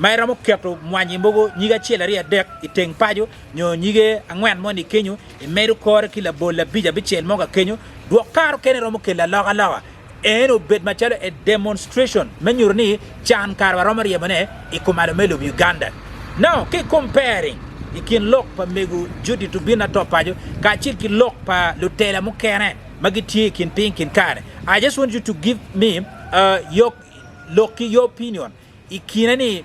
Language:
Acoli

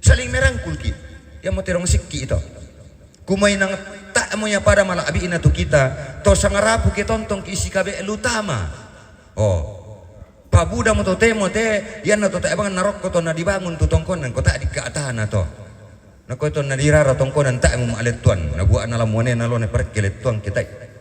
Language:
Toraja-Sa'dan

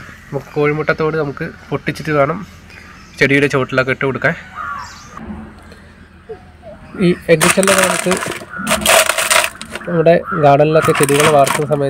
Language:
Malayalam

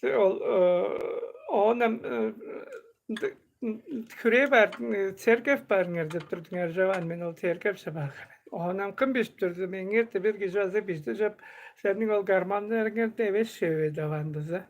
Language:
Tuvinian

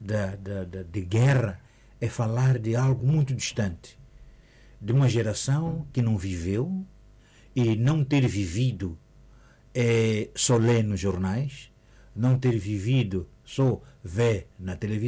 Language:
Portuguese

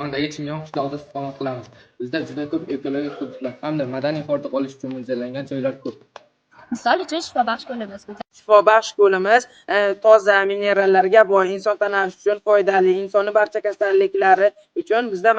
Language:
Uzbek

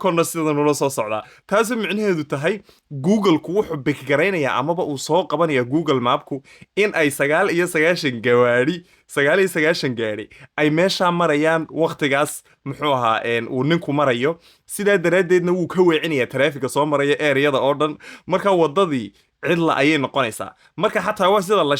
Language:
Somali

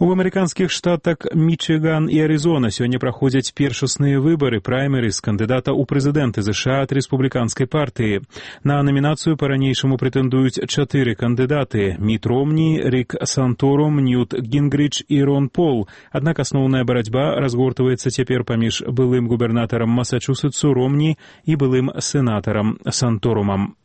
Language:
Belarusian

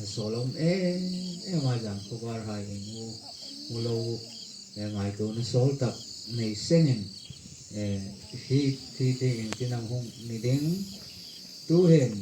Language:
Hmar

